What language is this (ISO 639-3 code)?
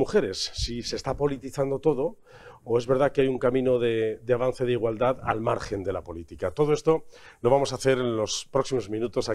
spa